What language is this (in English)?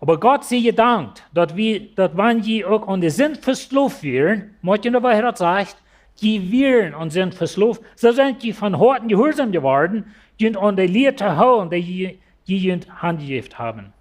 Plautdietsch